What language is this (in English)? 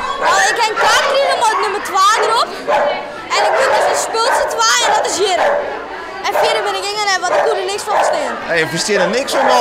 Western Frisian